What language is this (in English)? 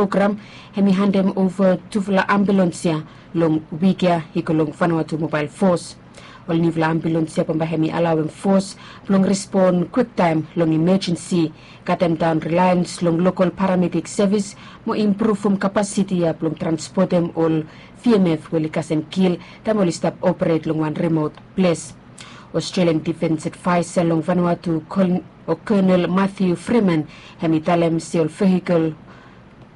Bislama